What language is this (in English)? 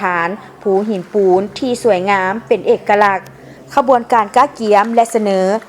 Lao